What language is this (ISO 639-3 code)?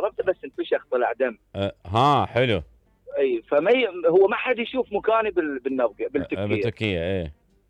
acm